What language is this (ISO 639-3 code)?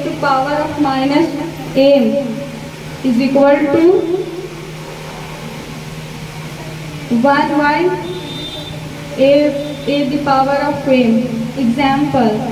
eng